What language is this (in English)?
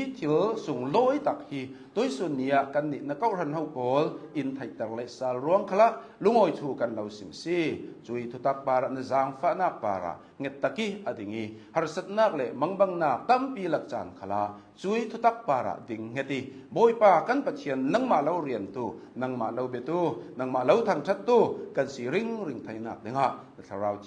Hakha Chin